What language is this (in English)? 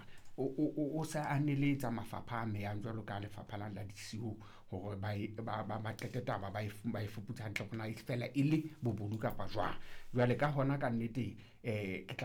Southern Sotho